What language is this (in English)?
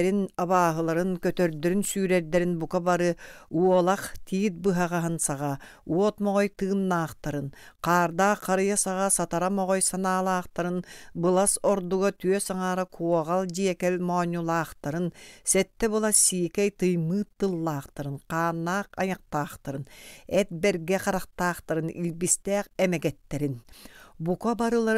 Yakut